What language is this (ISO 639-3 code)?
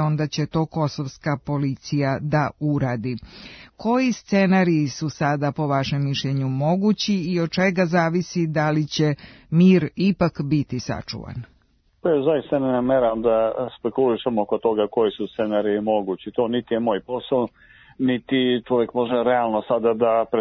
srp